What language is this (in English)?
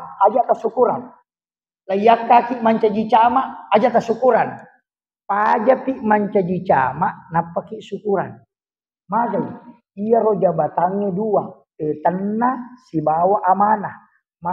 Buginese